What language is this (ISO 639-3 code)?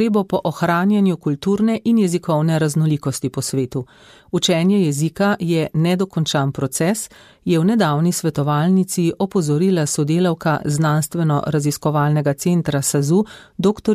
slv